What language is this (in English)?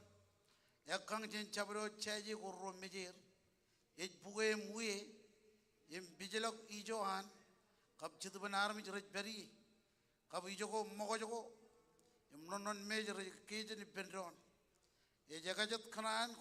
Marshallese